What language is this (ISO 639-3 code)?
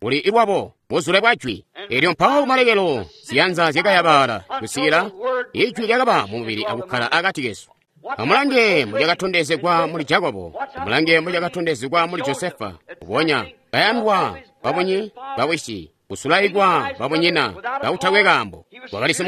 toi